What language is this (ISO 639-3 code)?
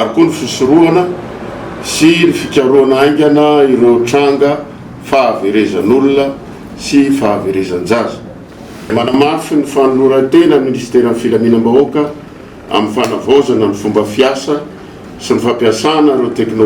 mlg